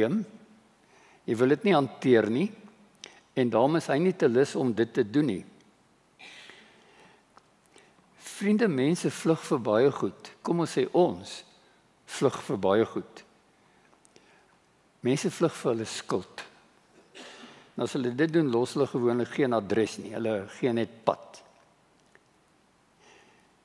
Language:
Afrikaans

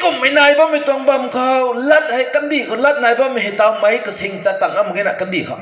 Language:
Rongmei Naga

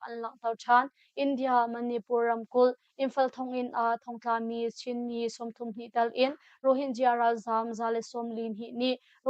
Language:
Hakha Chin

